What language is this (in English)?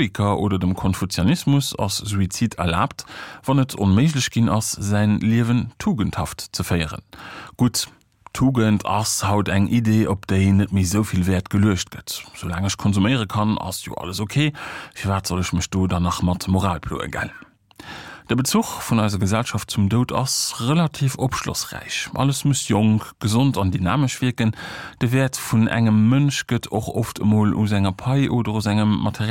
Luxembourgish